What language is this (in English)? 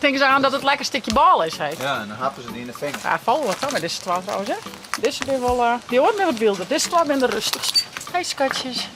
Western Frisian